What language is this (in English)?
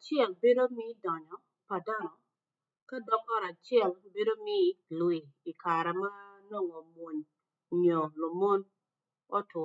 Acoli